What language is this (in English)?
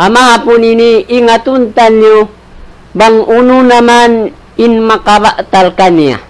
Tausug